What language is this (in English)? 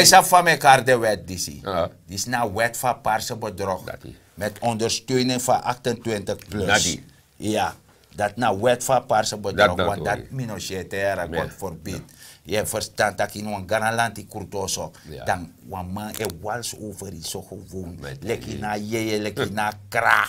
Sranan Tongo